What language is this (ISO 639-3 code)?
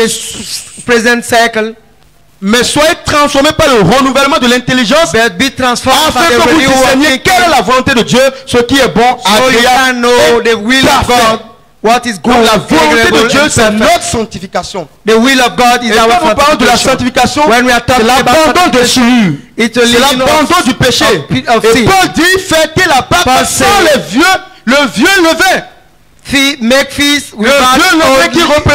fra